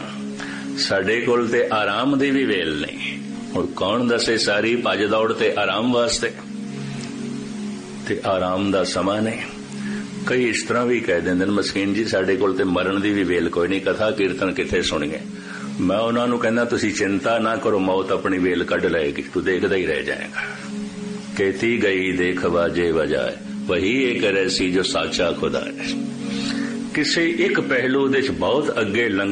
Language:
Punjabi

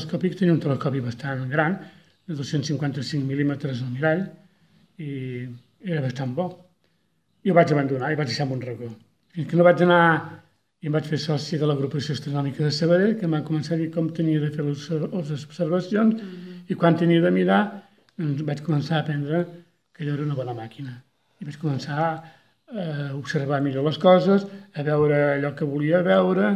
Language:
Catalan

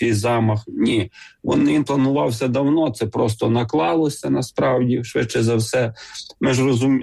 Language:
Ukrainian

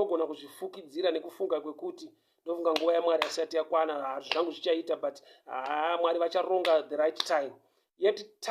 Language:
Shona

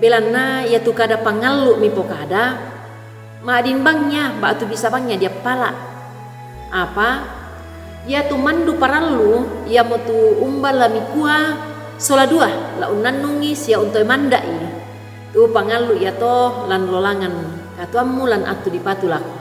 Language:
Toraja-Sa'dan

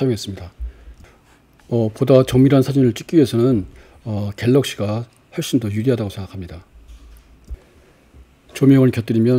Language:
Korean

